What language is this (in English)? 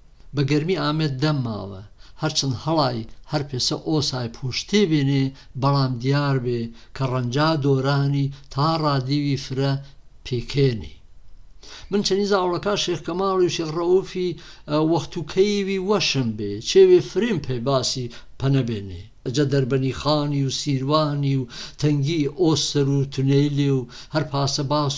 Gurani